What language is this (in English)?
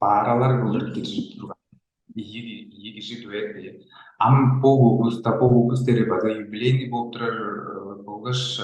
Tuvinian